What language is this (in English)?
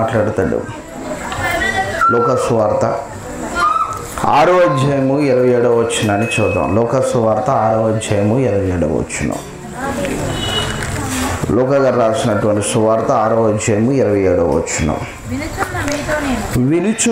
Telugu